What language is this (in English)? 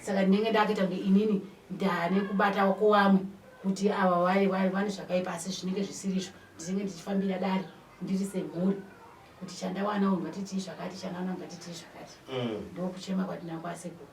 Shona